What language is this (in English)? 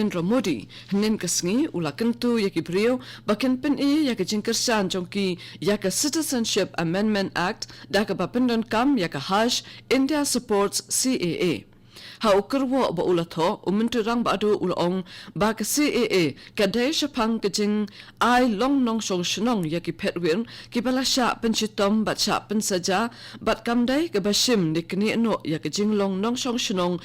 Khasi